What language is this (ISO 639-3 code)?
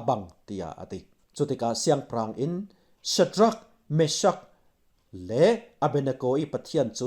cfm